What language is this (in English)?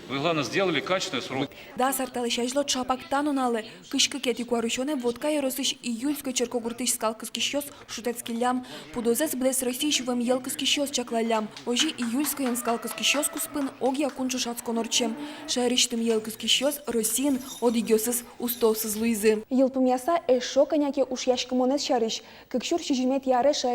Udmurt